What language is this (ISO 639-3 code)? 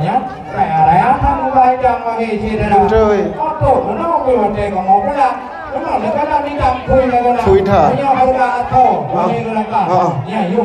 ace